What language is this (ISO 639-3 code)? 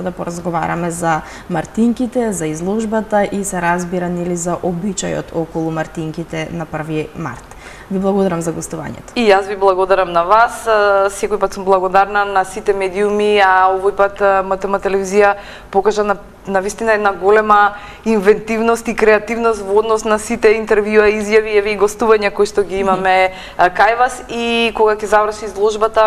mkd